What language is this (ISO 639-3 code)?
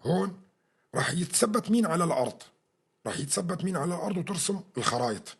apc